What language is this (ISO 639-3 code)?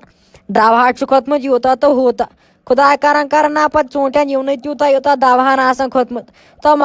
kas